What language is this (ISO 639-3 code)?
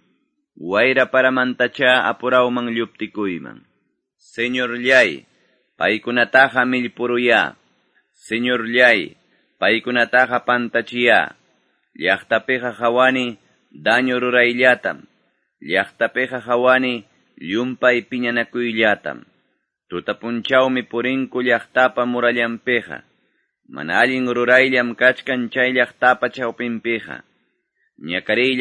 que